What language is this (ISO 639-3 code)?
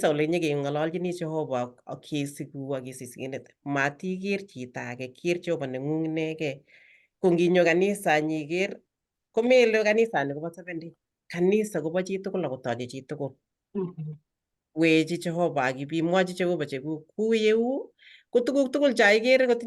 kln